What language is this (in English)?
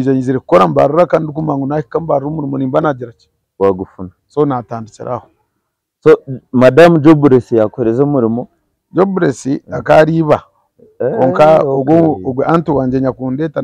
Nyankole